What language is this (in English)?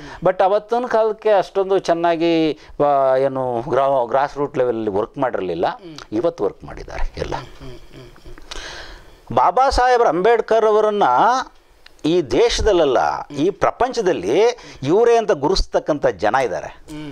Kannada